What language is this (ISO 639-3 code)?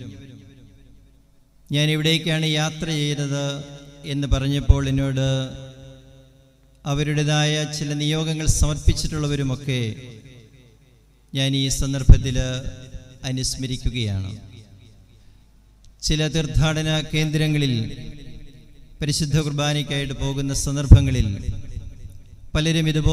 mal